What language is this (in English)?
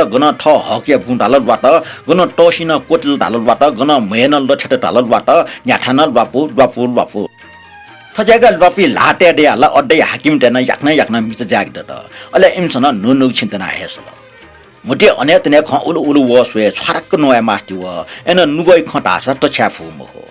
Newari